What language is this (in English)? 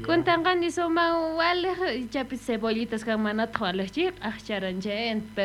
South Bolivian Quechua